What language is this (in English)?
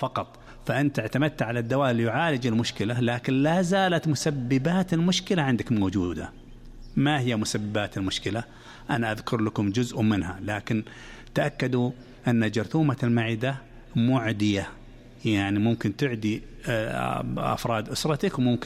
Najdi Arabic